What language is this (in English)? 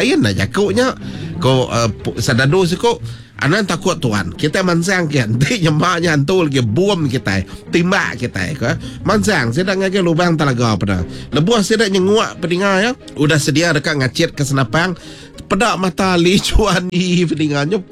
Iban